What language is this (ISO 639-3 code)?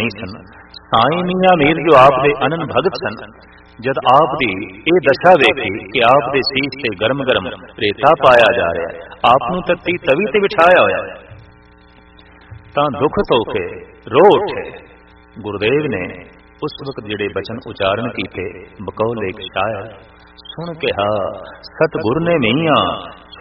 pan